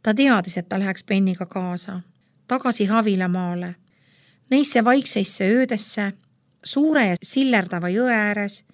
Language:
Estonian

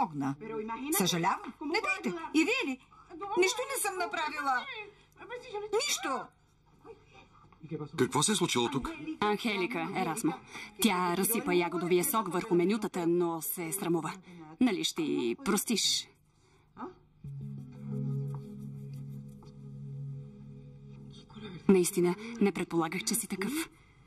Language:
Bulgarian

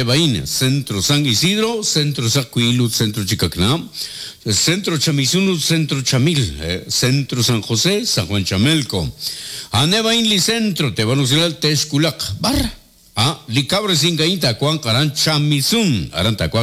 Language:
Kekchí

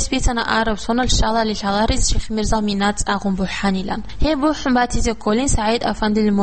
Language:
Avaric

